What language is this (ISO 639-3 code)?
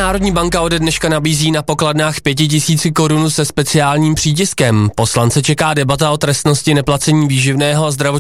ces